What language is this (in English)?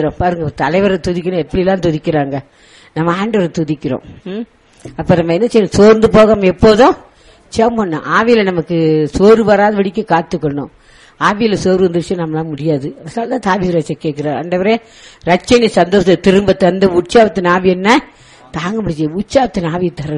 Tamil